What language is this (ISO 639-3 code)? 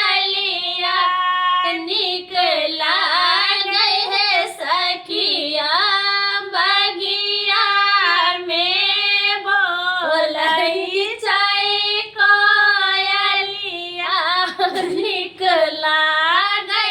mai